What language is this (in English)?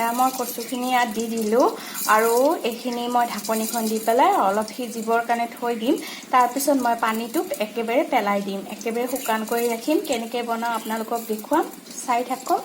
Assamese